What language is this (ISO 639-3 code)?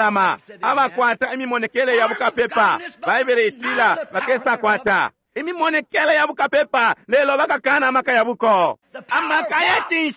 bem